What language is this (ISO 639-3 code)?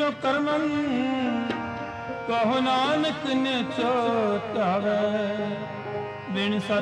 pan